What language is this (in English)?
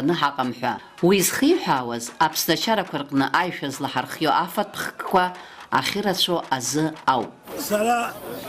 Abkhazian